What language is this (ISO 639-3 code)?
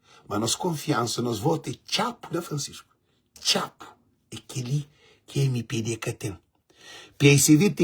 kea